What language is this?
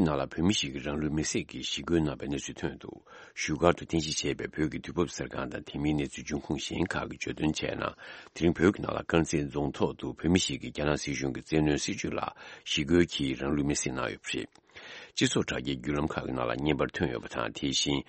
Tibetan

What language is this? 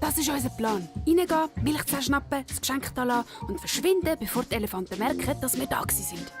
Swiss German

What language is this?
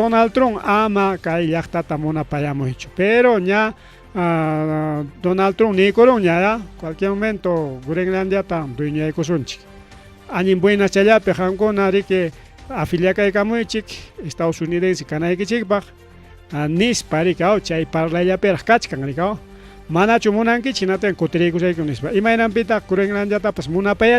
Ayacucho Quechua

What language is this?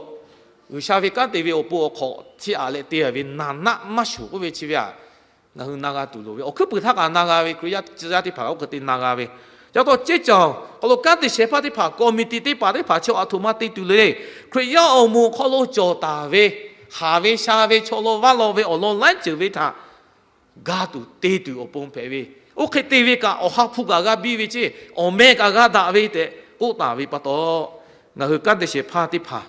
Lahu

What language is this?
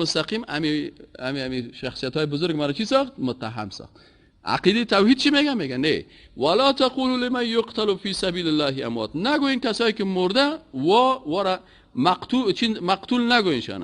Persian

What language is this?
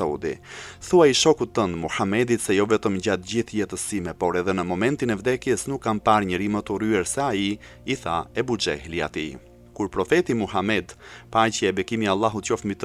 Albanian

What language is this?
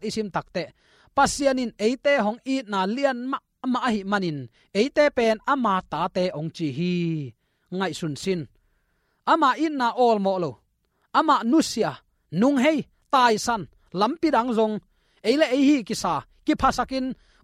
Tedim Chin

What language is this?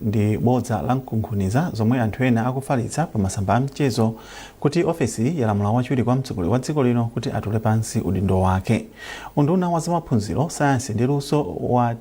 Nyanja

